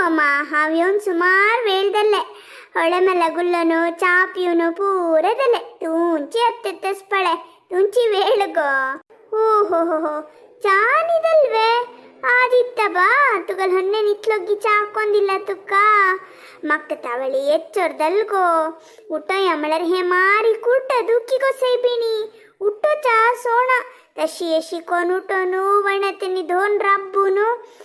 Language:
Konkani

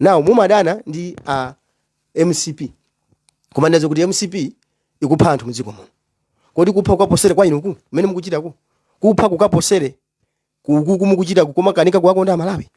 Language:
Nyanja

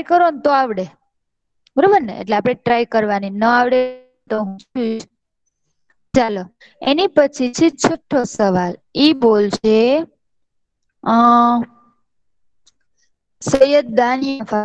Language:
Gujarati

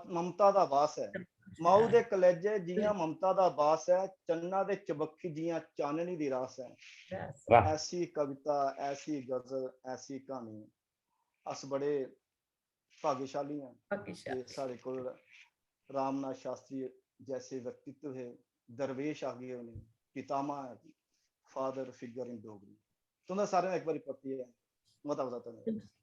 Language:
Dogri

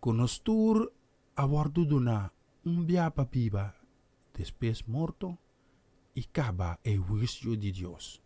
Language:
Papiamento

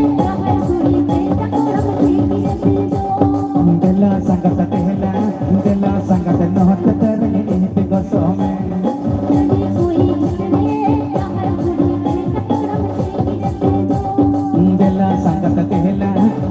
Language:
Santali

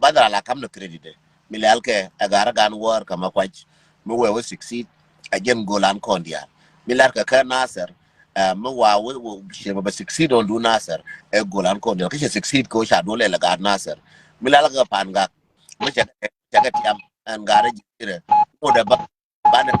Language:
Nuer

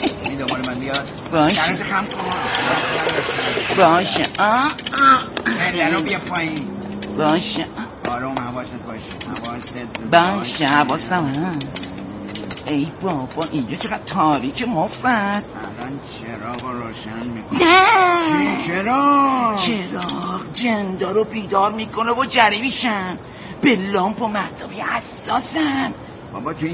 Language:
Persian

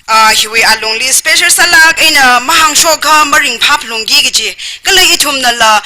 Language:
Tangkhul Naga (India)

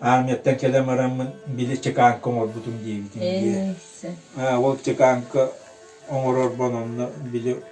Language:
Yakut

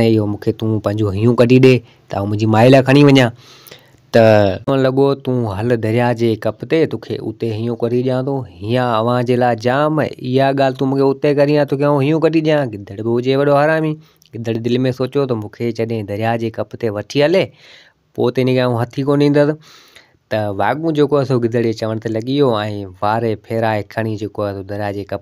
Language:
Sindhi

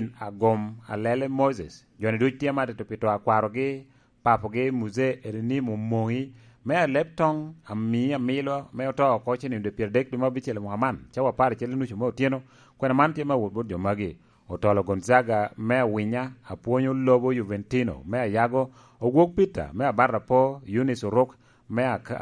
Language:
Lango (Uganda)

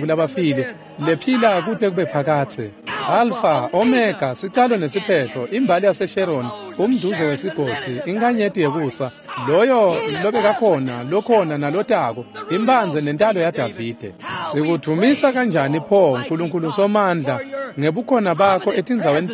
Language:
Swati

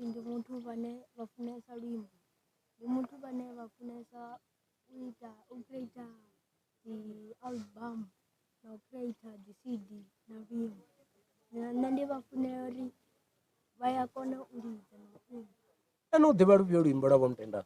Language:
Venda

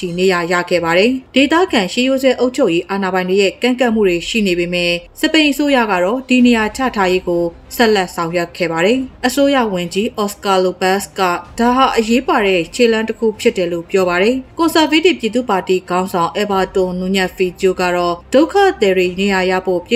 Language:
Burmese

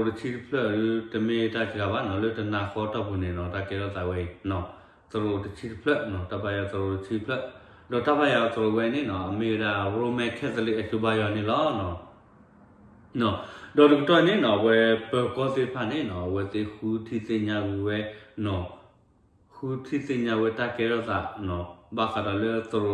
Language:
S'gaw Karen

